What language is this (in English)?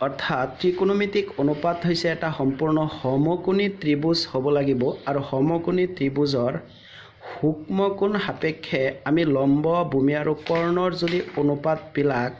Assamese